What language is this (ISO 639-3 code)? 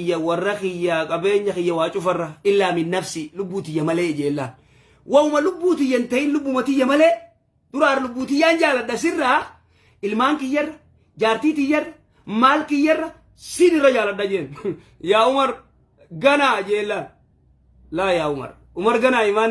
orm